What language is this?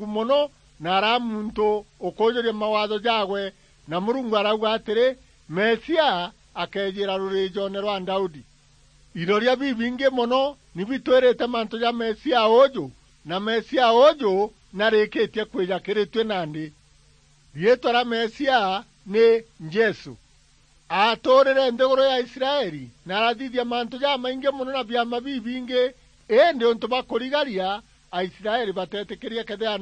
Meru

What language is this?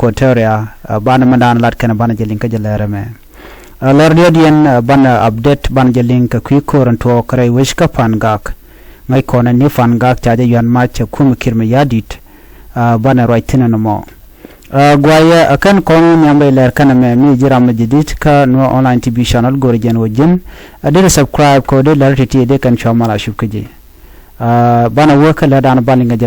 Nuer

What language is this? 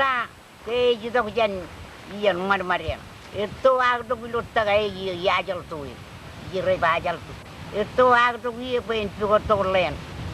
Marshallese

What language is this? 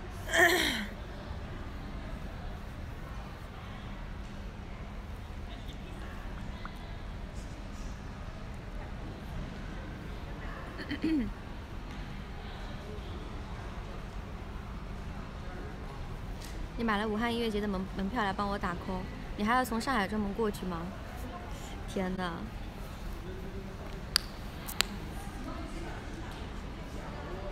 Chinese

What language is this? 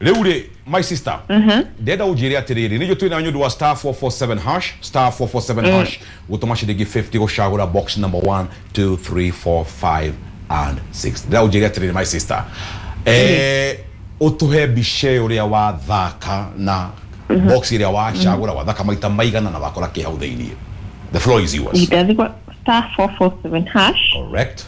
Kikuyu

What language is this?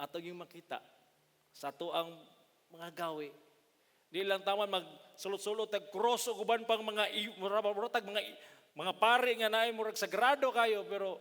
Cebuano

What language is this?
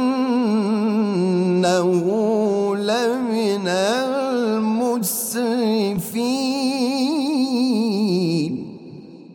Arabic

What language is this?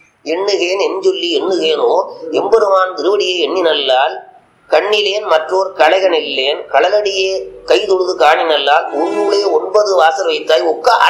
Tamil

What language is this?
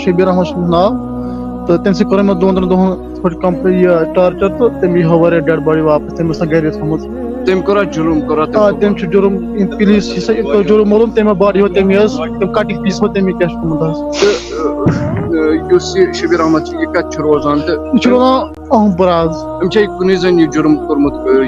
Kashmiri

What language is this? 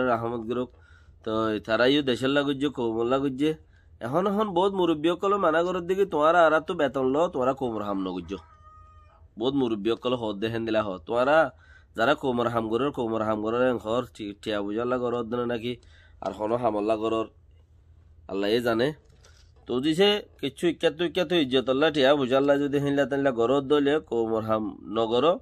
Rohingya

